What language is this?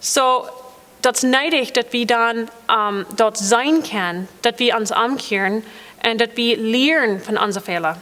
Plautdietsch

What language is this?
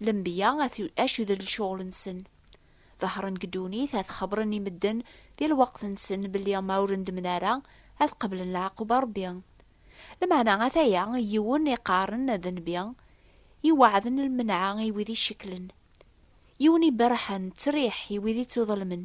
Kabyle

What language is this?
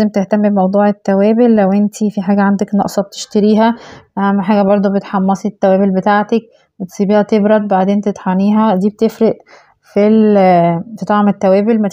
Egyptian Arabic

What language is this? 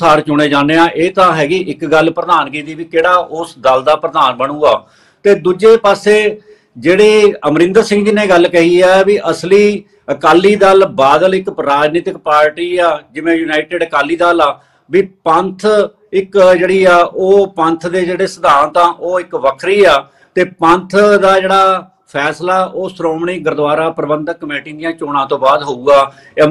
Punjabi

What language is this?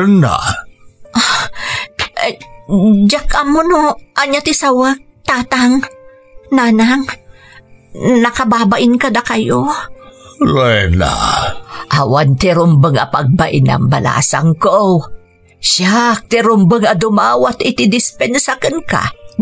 Iloko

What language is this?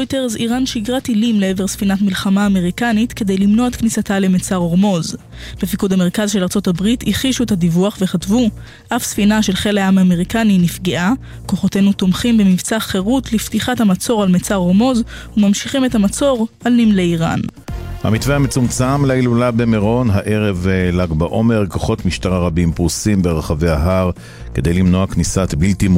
Hebrew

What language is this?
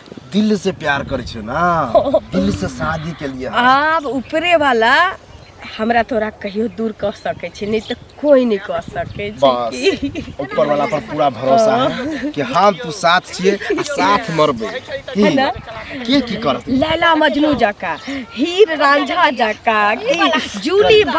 Maithili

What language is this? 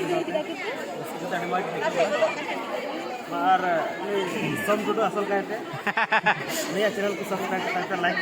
Santali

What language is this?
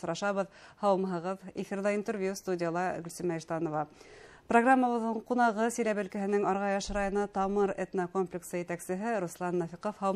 Bashkir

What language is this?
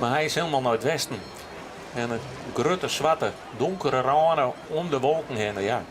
Western Frisian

